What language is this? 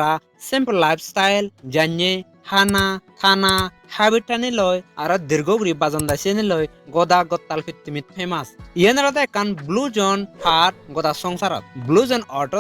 Chakma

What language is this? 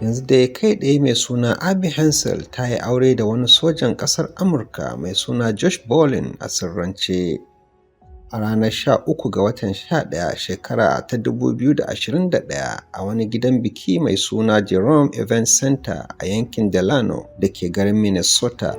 Hausa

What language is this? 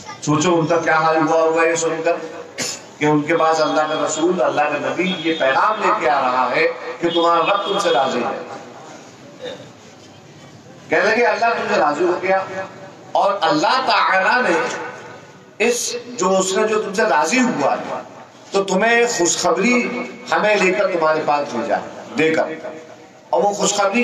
Urdu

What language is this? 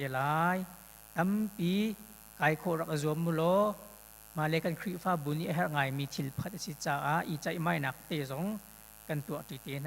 Hakha Chin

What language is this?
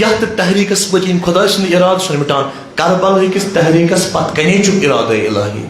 Kashmiri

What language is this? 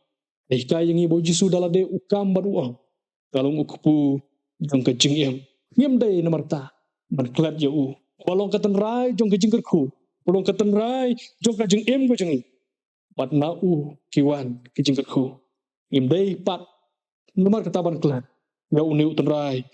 Khasi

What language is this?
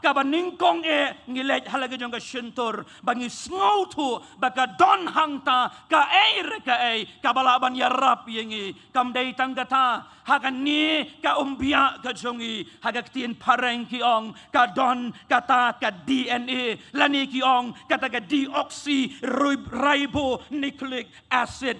Khasi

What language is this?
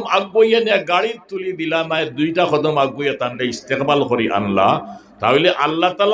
Sylheti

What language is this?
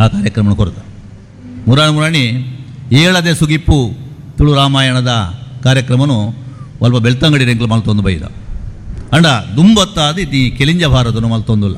Tulu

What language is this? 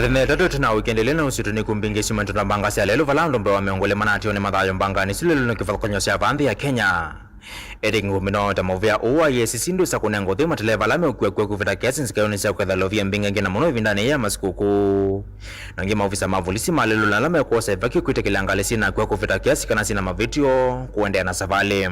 Kamba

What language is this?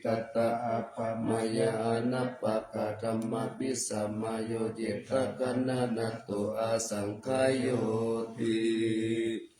Pali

